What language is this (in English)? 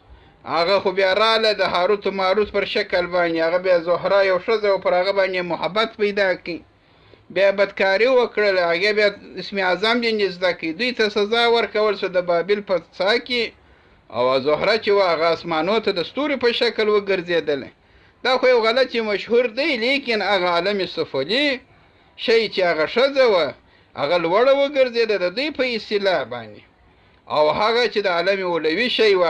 Pashto